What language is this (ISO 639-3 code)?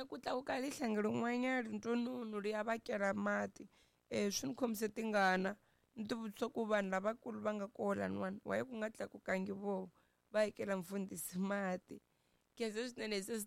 tso